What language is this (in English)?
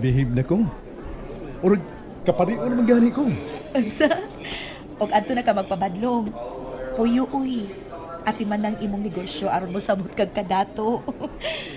Cebuano